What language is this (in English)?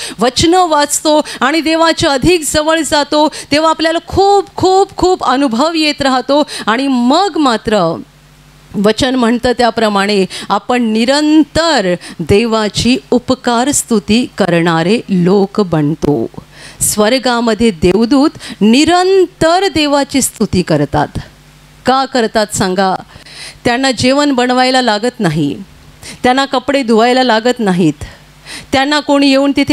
Marathi